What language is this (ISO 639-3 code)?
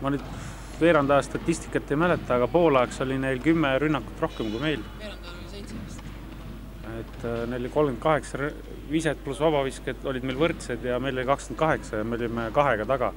est